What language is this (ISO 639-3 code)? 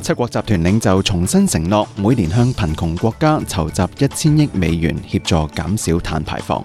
yue